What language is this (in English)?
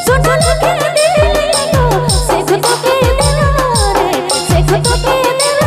Sadri